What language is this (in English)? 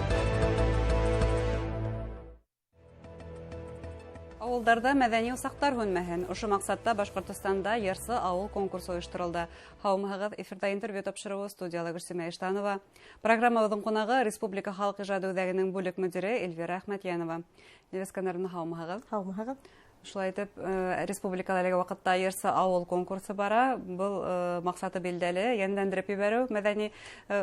Bashkir